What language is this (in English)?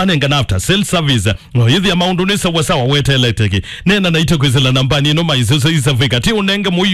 Kamba